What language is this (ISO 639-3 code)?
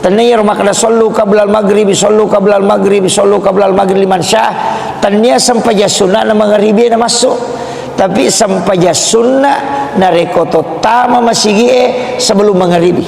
bug